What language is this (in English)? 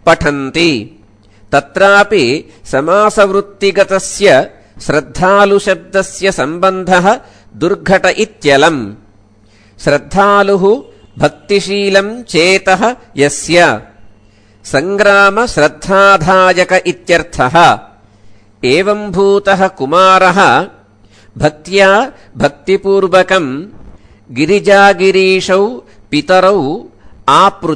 Sanskrit